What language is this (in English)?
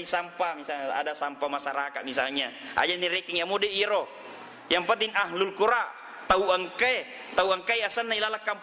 Buginese